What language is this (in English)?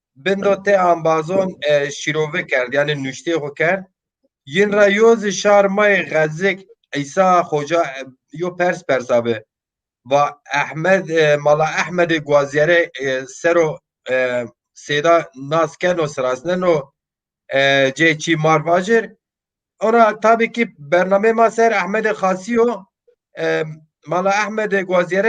Zaza